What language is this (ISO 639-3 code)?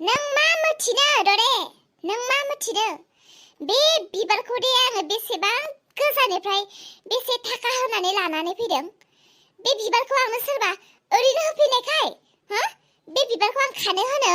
brx